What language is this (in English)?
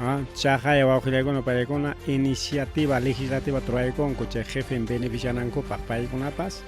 Ayacucho Quechua